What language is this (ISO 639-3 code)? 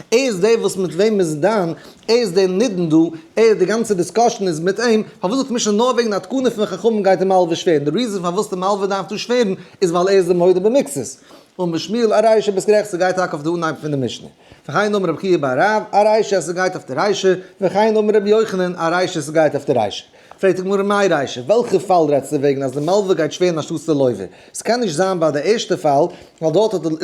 yid